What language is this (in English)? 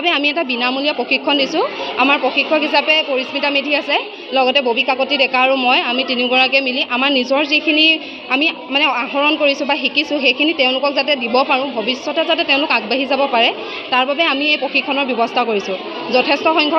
Assamese